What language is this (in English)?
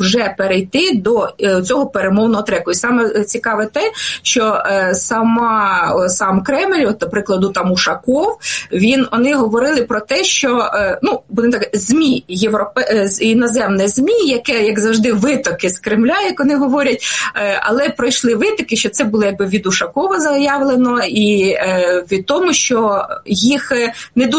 Ukrainian